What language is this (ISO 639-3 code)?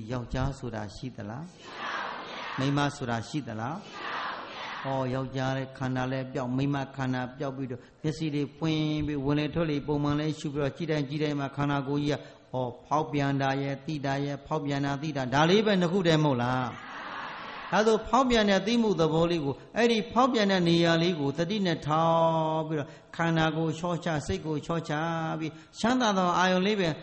mya